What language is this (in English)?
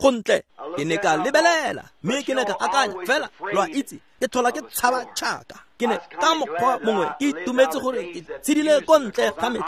Tswana